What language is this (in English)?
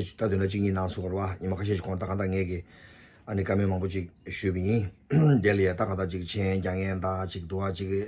Tibetan